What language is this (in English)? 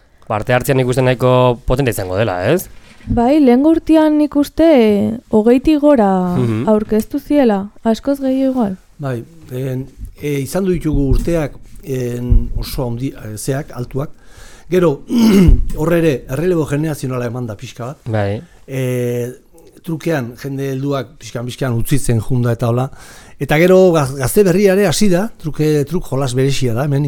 Basque